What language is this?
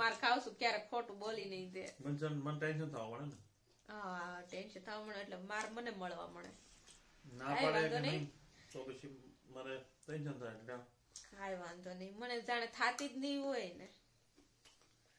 Gujarati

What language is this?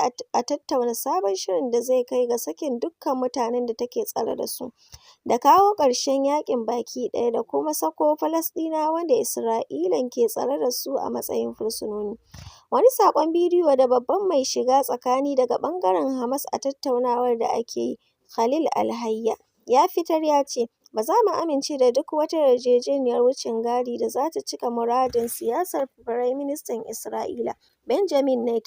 Hausa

